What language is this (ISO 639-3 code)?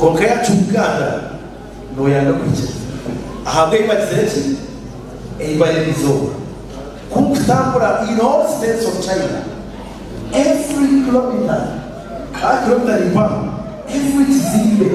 nyn